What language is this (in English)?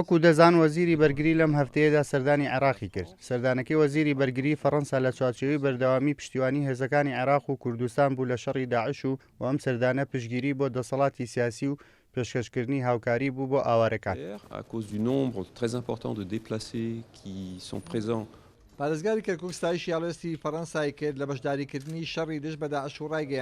Central Kurdish